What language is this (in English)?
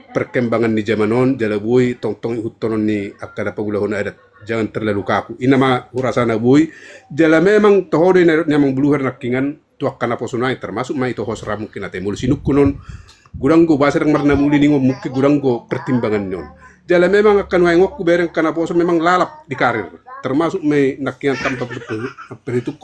Batak Toba